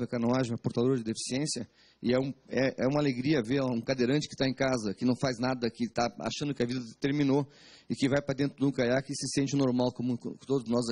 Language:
Portuguese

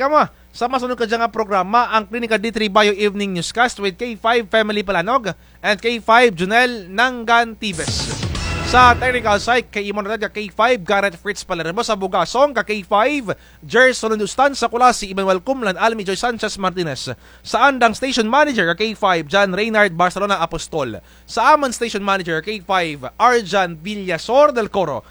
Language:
Kinaray-a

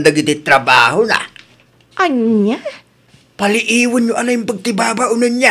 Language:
Iloko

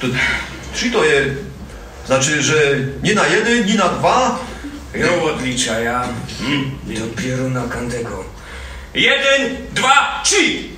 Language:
Silesian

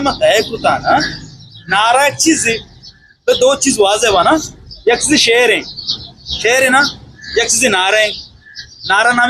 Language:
Eastern Balochi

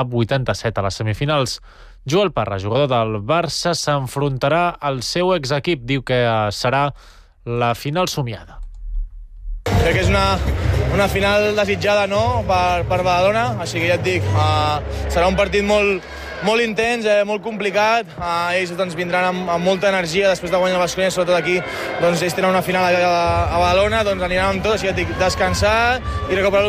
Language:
Catalan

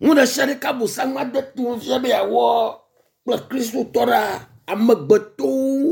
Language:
Ewe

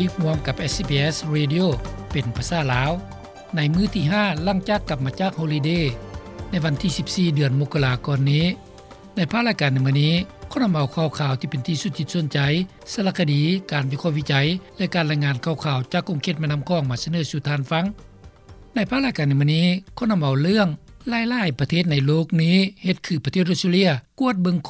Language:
Lao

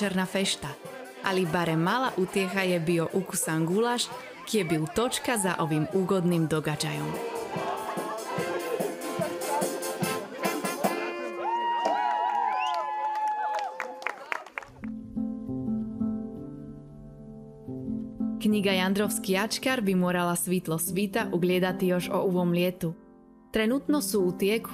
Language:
Croatian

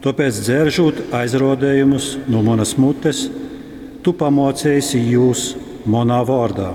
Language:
Latgalian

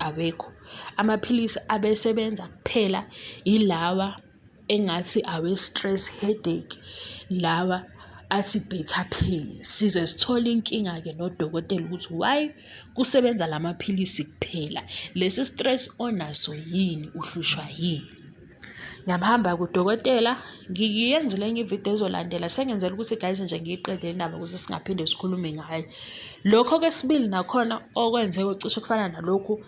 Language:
Zulu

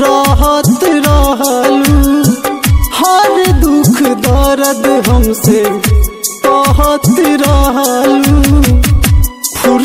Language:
Bhojpuri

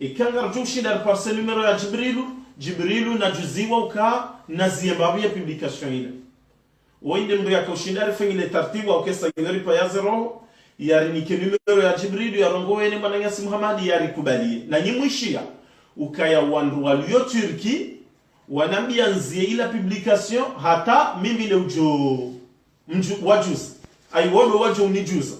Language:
Ngazidja Comorian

